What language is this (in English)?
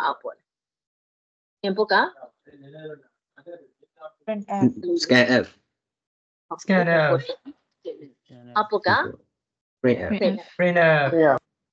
Burmese